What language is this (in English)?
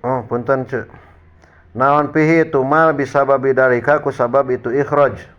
Sundanese